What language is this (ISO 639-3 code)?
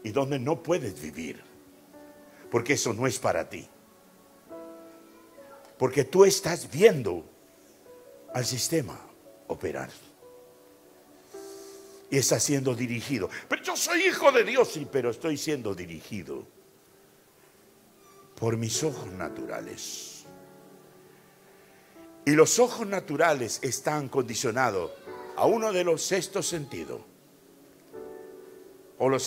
spa